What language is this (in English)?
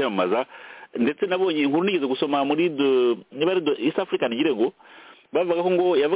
Kinyarwanda